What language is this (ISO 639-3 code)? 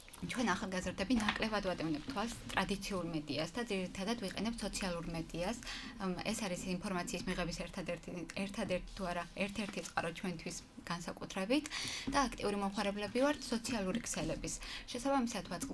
kat